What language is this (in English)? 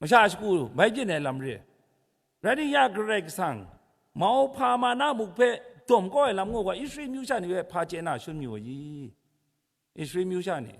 Kachin